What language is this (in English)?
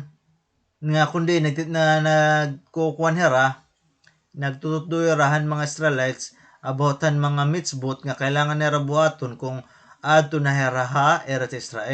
Waray